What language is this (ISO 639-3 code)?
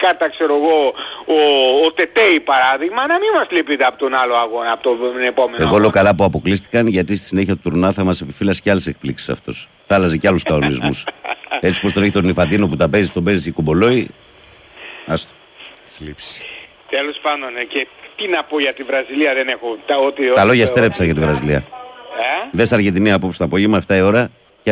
ell